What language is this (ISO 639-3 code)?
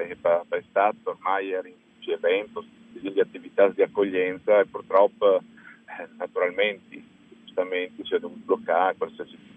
fur